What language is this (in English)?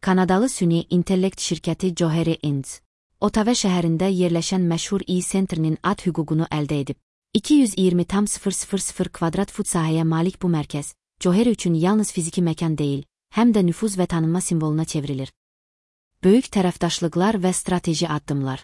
Azerbaijani